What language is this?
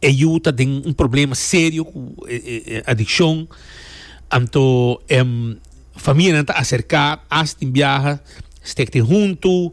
Papiamento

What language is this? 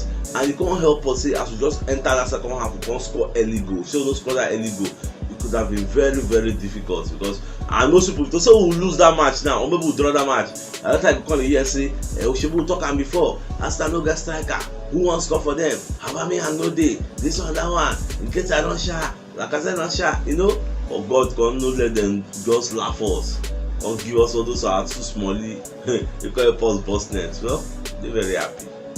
Nigerian Pidgin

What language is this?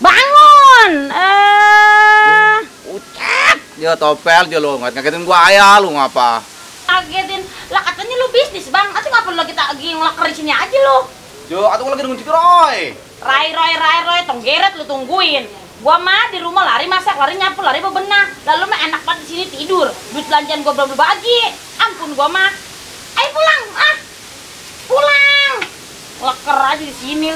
Betawi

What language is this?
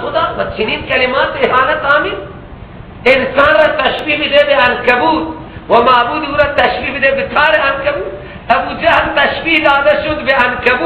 Persian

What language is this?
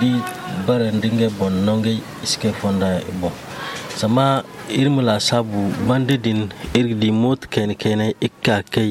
Zarma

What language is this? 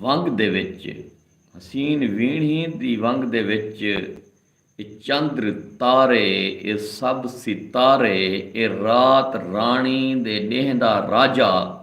Saraiki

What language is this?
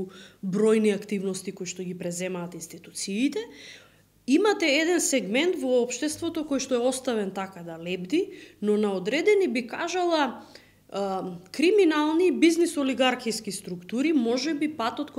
Macedonian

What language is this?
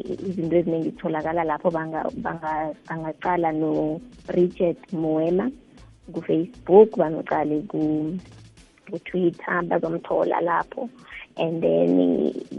South Ndebele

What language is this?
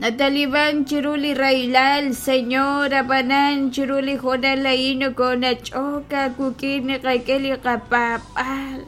Kekchí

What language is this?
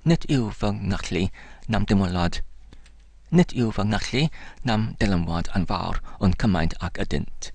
Welsh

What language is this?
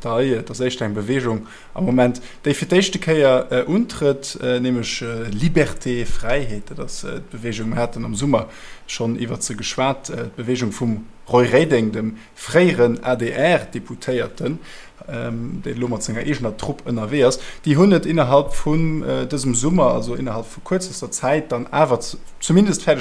Luxembourgish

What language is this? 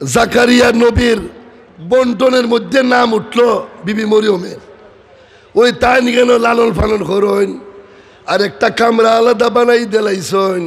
Sylheti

